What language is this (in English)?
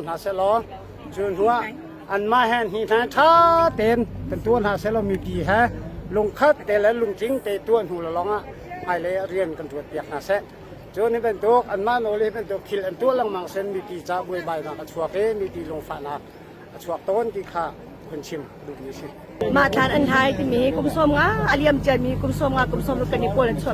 Hakha Chin